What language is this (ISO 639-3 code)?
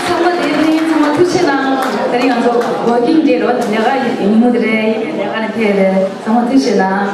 bod